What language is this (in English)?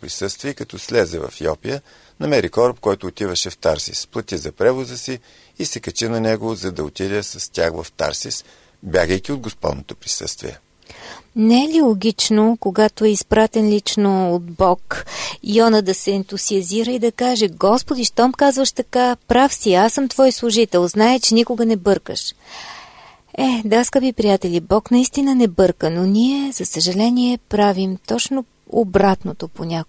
Bulgarian